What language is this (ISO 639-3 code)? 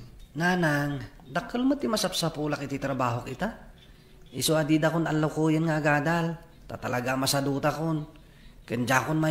ilo